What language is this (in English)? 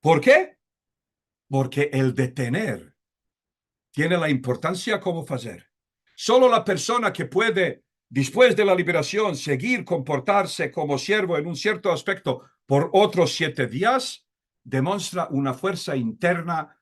Ladino